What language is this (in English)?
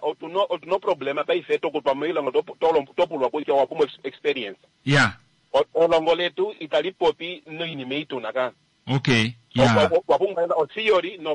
Kuanyama